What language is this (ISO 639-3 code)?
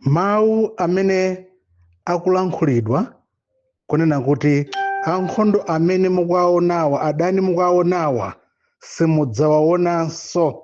nya